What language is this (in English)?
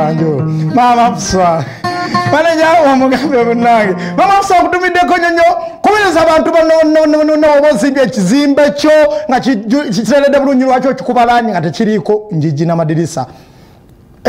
Ganda